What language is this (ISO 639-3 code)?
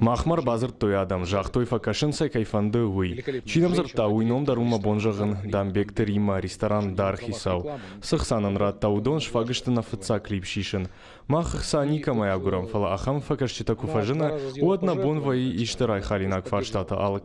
oss